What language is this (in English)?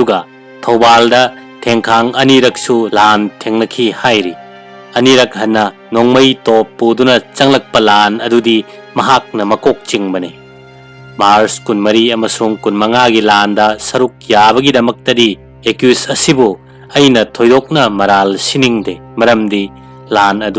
Manipuri